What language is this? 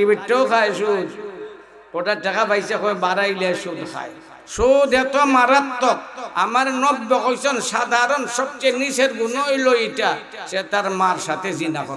Sylheti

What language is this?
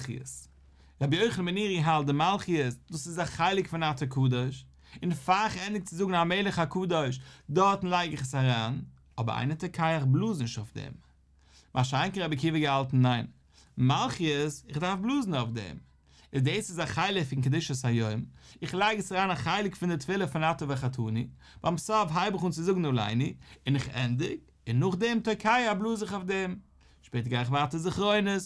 Yiddish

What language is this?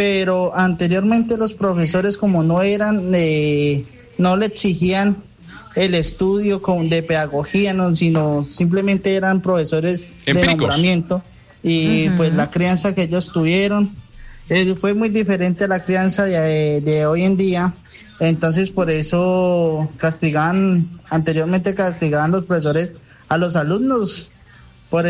Spanish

